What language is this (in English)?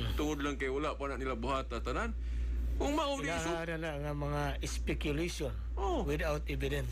Cebuano